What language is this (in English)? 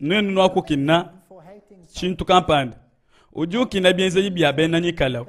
Luba-Lulua